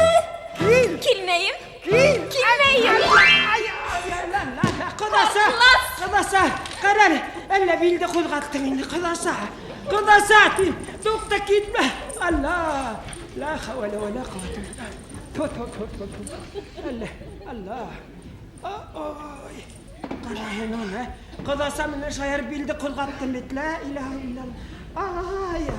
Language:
Bashkir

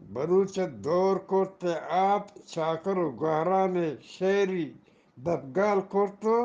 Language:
Eastern Balochi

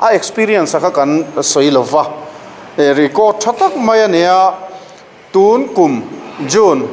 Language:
Mizo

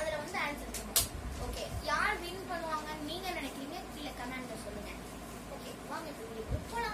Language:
Tamil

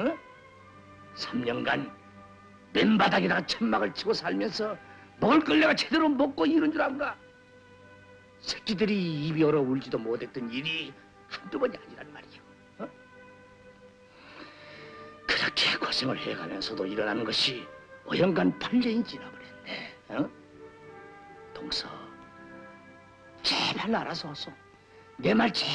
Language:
Korean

